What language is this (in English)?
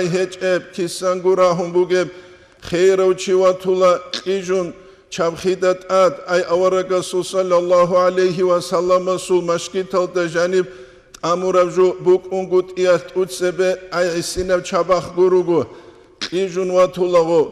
Avaric